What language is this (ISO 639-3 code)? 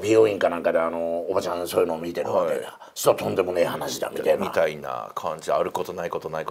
jpn